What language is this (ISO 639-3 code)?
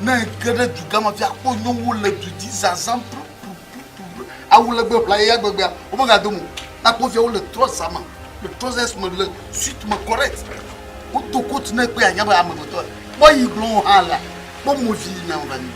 ewe